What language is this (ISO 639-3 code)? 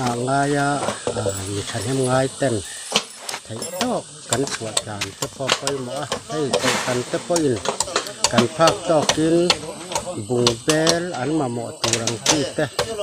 lus